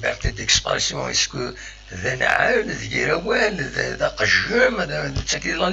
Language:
Kabyle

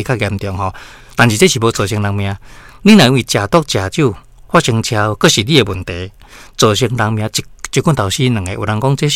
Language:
Min Nan Chinese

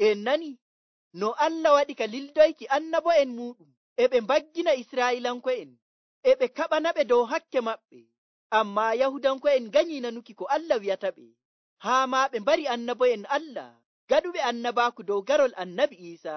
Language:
Nigerian Fulfulde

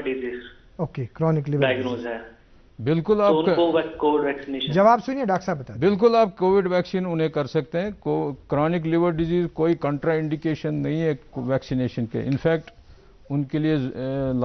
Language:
Urdu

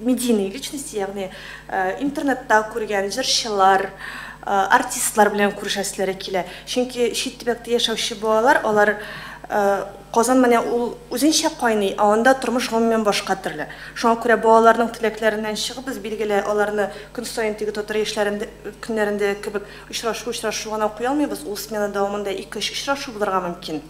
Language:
Tatar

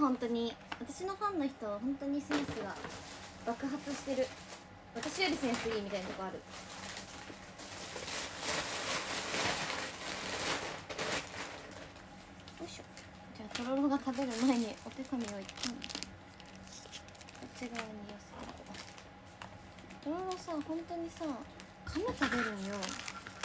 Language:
Japanese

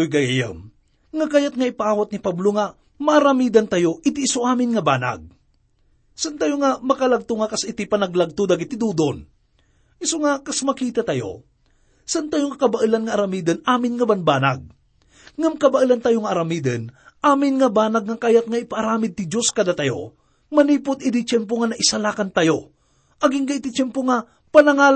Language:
Iloko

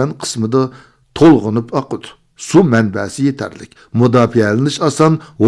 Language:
Uyghur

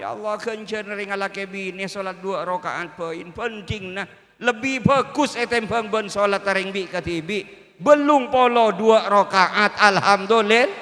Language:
Madurese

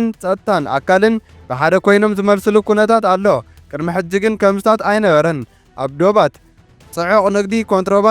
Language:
Tigrinya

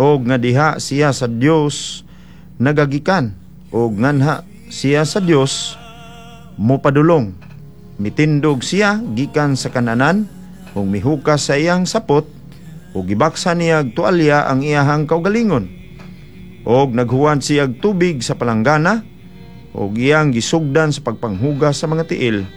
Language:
Cebuano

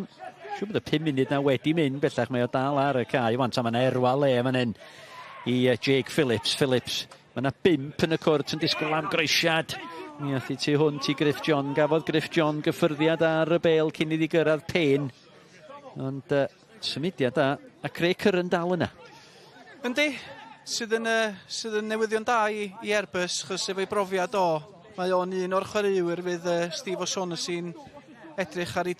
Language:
Welsh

